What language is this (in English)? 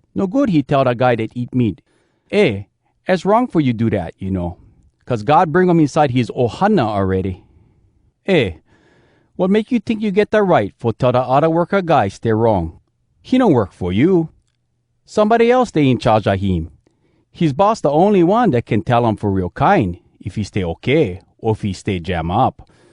Hawai'i Creole English